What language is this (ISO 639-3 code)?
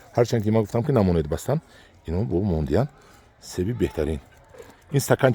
tgk